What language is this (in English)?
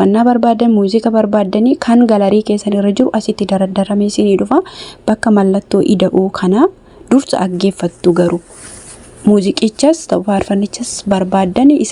Oromo